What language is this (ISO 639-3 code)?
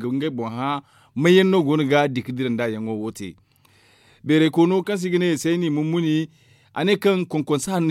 dje